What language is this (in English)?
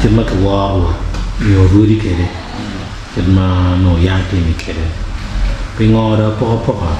Acoli